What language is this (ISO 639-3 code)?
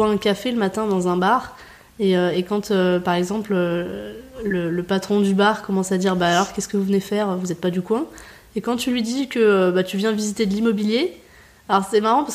fra